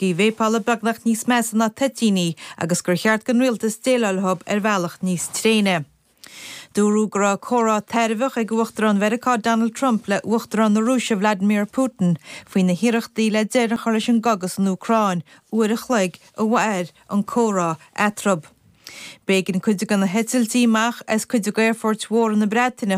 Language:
Irish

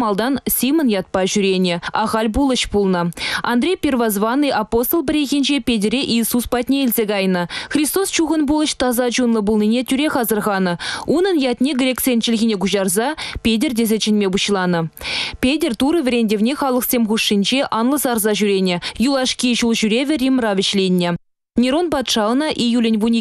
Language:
Chuvash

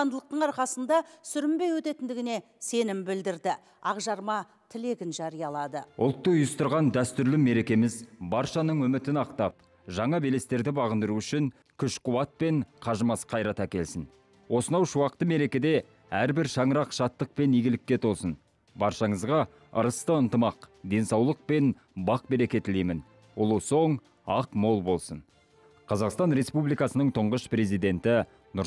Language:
Kazakh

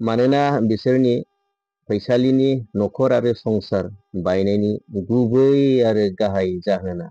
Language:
Bodo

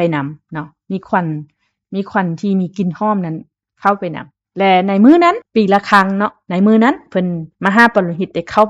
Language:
Lao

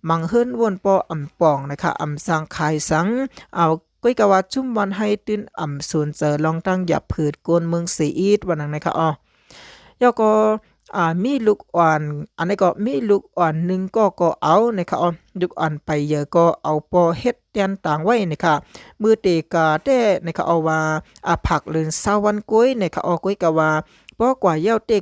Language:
Shan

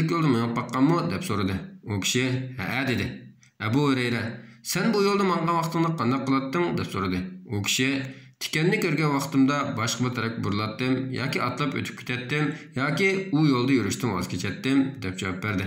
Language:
Uyghur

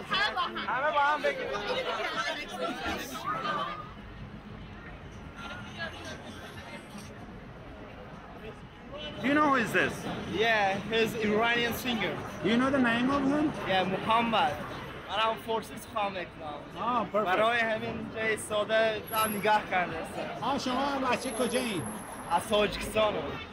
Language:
Persian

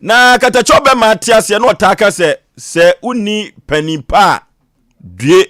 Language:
Akan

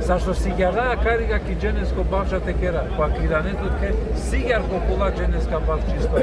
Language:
Balkan Romani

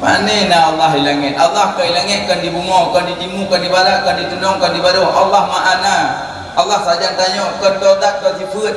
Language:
Achinese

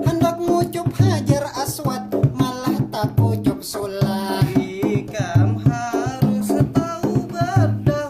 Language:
Banjar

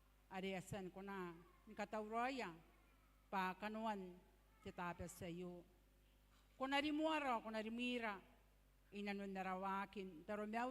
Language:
Gilbertese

